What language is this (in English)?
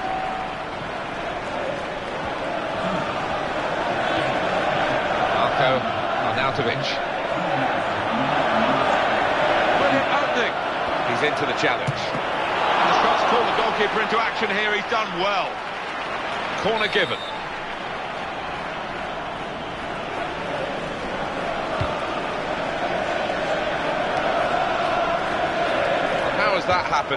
English